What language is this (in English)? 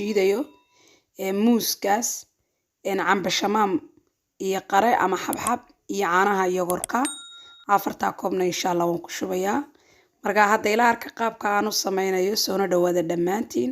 Somali